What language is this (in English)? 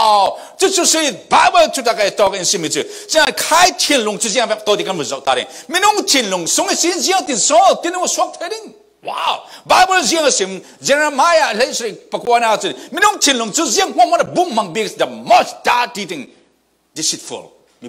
Falam Chin